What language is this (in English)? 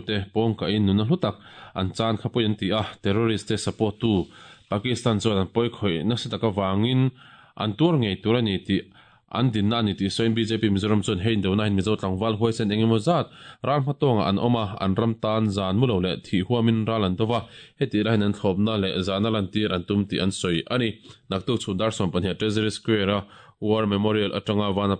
Mizo